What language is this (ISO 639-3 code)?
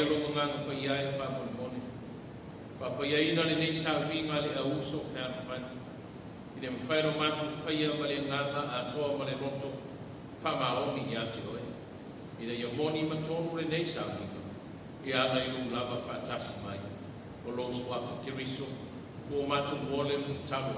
smo